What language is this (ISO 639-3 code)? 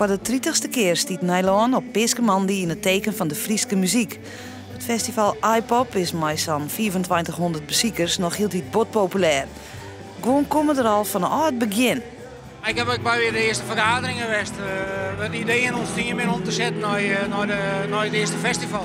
fry